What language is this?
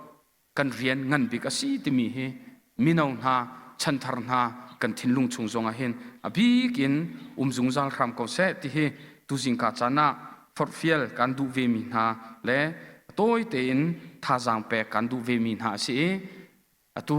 Hakha Chin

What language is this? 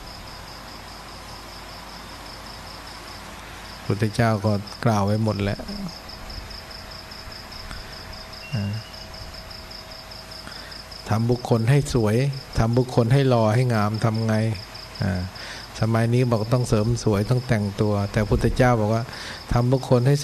Thai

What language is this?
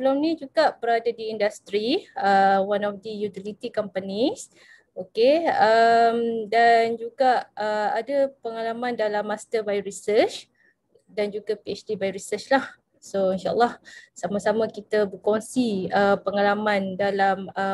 Malay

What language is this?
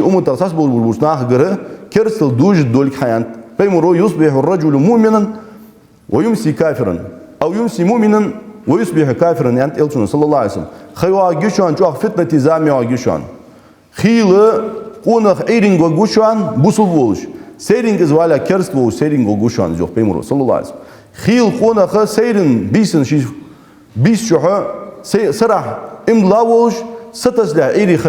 Ingush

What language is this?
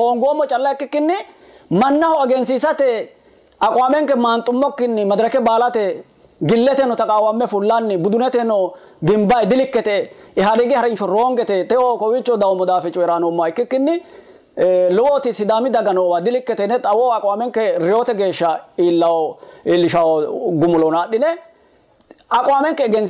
Sidamo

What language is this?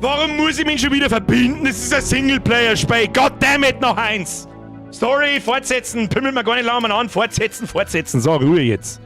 Bavarian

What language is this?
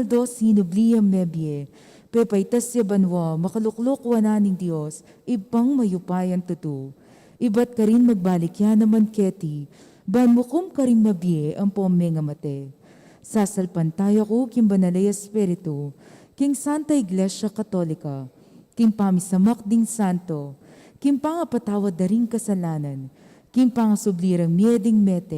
Pampanga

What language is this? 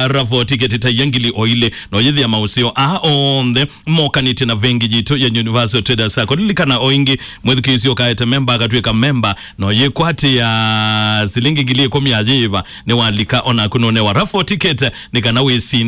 Kamba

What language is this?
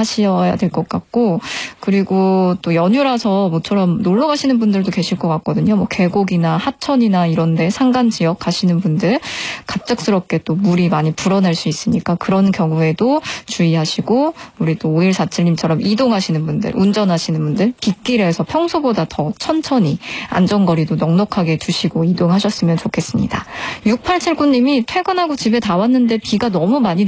Korean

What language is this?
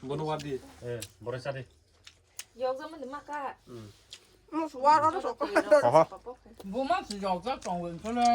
Kok Borok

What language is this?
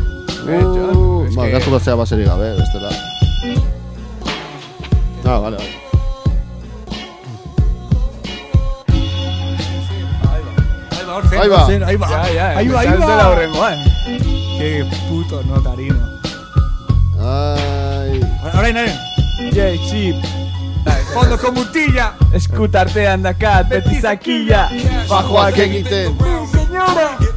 Basque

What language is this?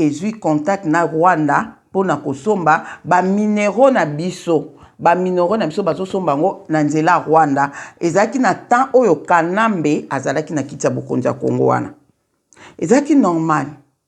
Lingala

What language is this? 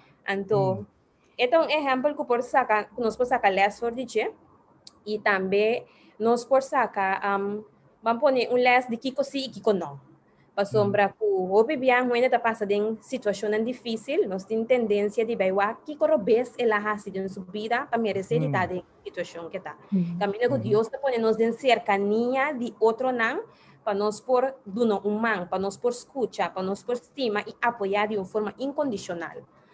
Papiamento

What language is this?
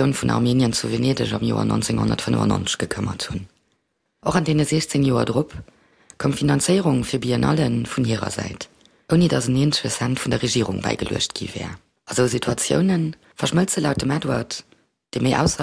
Luxembourgish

